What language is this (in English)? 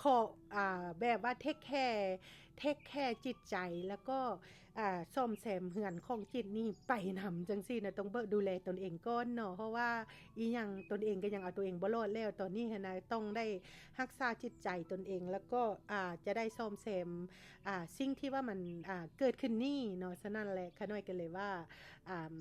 Lao